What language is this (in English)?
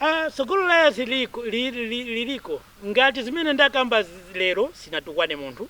Nyanja